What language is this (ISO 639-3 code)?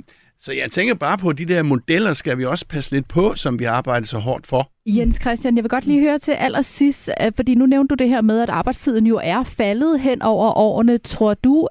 dan